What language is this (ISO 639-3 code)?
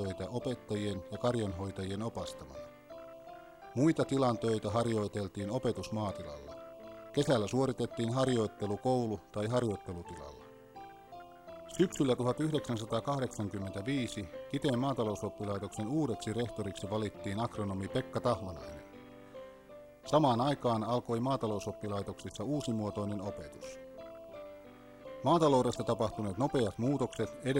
fin